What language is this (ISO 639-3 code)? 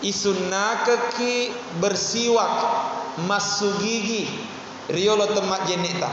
bug